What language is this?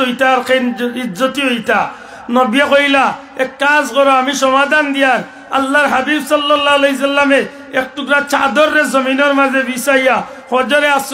Sylheti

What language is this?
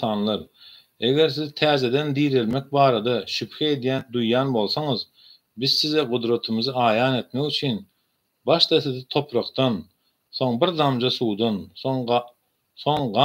Turkmen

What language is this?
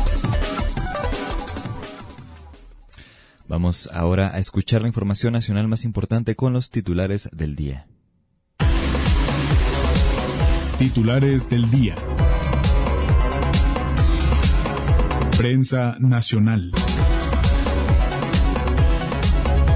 Spanish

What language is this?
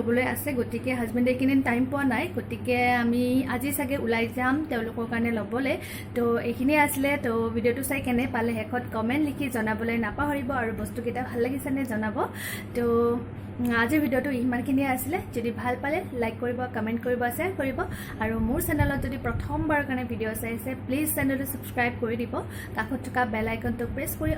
Assamese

